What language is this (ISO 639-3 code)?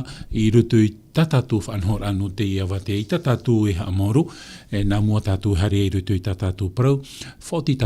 tah